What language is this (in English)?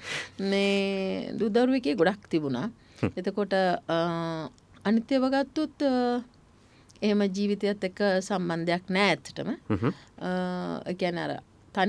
Sinhala